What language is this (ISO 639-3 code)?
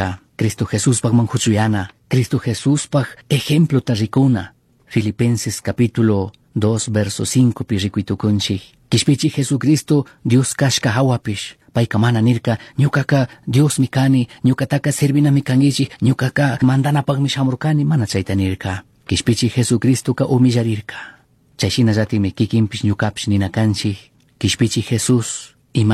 qug